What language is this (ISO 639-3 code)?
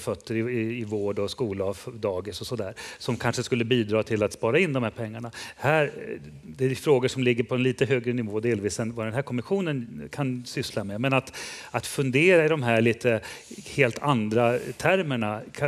swe